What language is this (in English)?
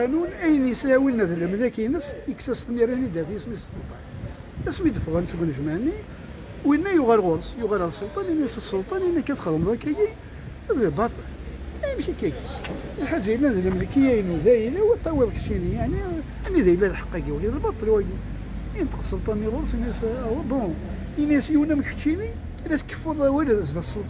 Kabyle